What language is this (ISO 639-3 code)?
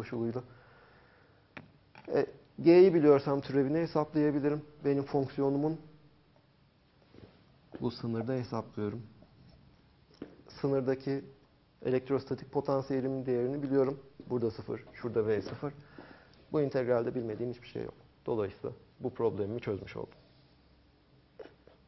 tur